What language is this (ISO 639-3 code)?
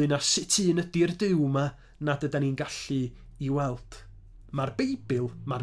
cym